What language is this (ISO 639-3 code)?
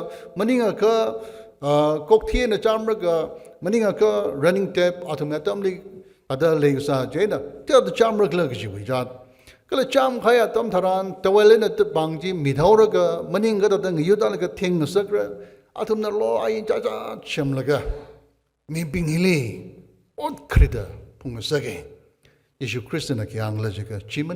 nmf